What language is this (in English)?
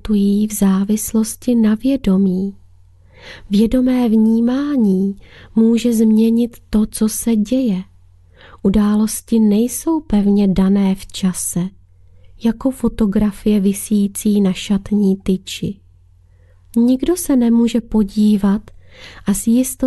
Czech